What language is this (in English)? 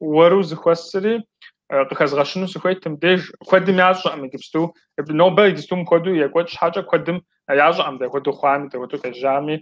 Kabardian